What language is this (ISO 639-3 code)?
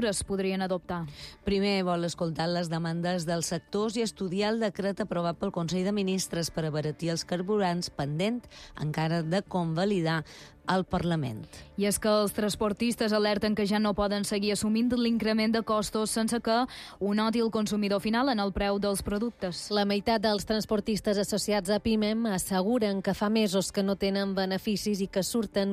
cat